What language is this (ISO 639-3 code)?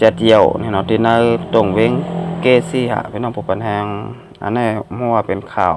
shn